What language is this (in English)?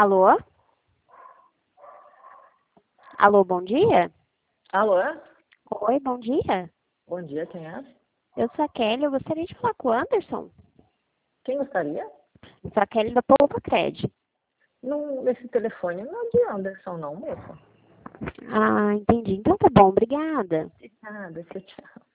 Portuguese